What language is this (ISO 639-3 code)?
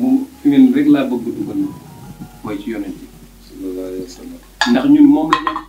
wol